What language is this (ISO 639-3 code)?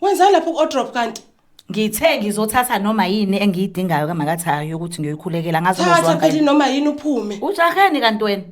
zul